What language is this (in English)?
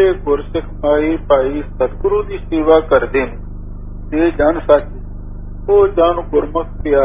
Punjabi